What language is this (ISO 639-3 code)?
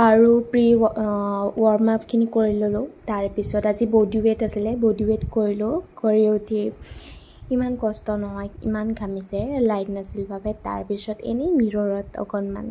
asm